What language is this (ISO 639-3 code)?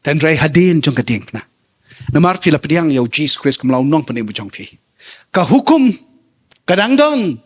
kha